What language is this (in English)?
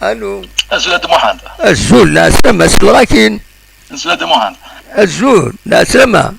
Kabyle